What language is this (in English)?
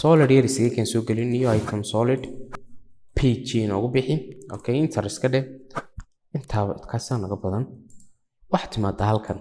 Somali